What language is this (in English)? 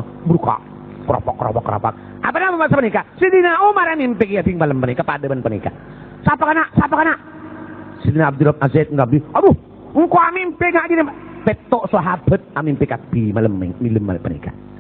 Madurese